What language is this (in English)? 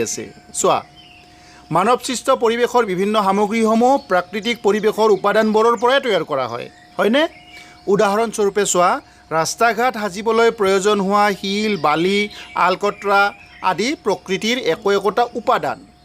Assamese